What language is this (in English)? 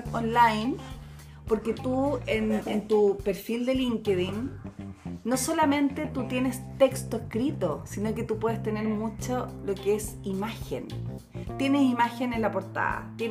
Spanish